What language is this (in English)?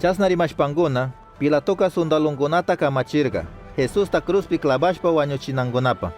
Chimborazo Highland Quichua